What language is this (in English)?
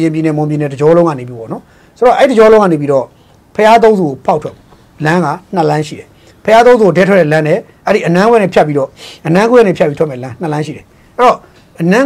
Burmese